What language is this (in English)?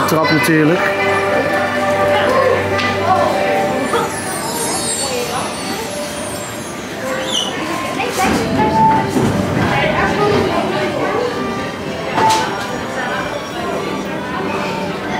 Dutch